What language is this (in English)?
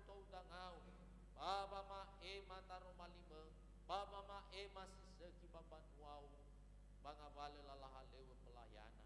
Nias